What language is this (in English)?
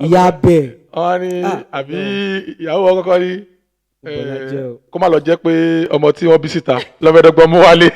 Yoruba